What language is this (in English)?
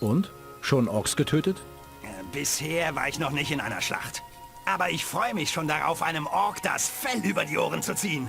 Bavarian